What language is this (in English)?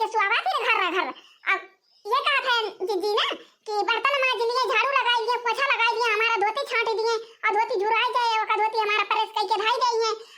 Awadhi